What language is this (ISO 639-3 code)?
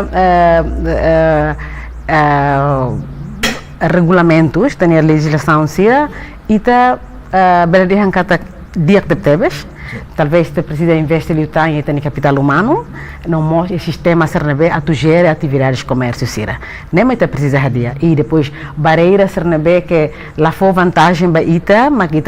tet